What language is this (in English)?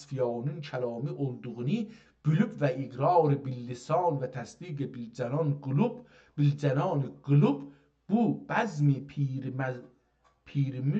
South Azerbaijani